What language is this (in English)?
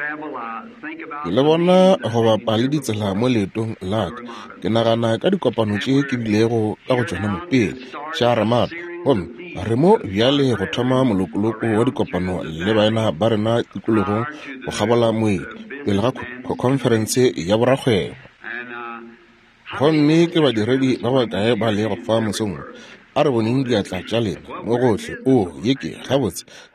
Northern Sotho